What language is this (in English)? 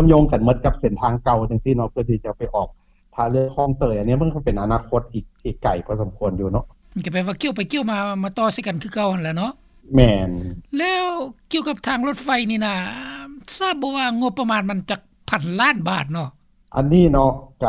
Lao